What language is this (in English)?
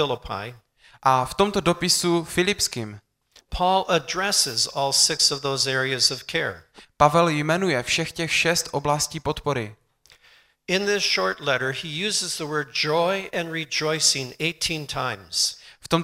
Czech